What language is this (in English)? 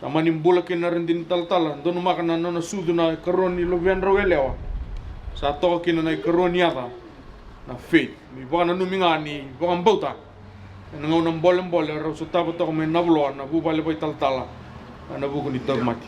Fijian